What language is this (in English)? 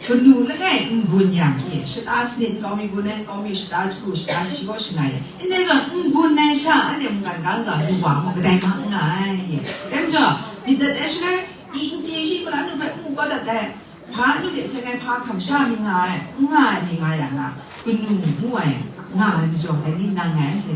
Kachin